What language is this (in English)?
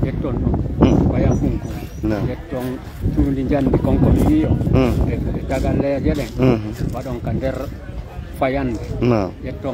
Fula